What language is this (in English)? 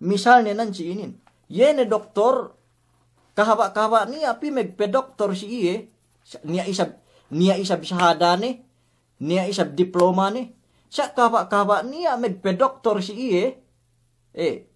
Yakan